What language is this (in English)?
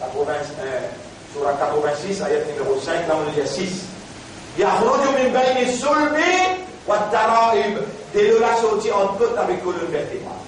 Morisyen